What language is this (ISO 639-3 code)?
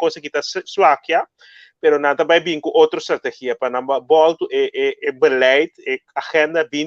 pap